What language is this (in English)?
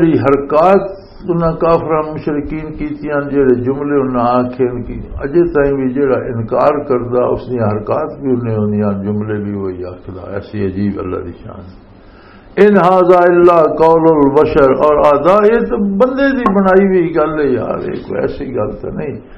Western Panjabi